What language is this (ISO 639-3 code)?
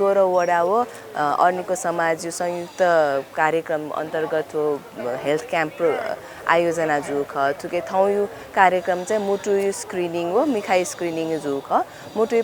new